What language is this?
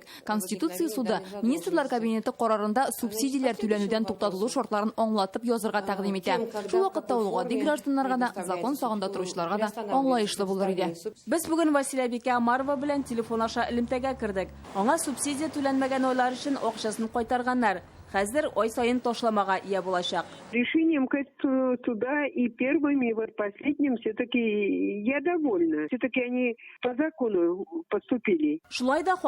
Tatar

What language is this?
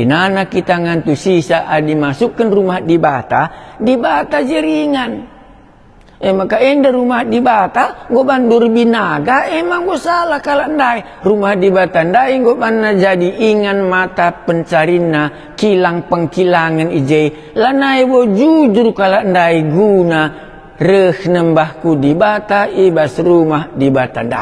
Batak Karo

